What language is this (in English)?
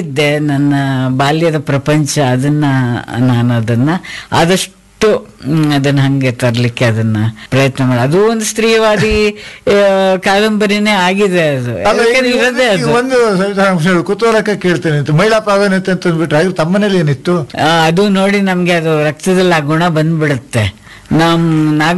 Kannada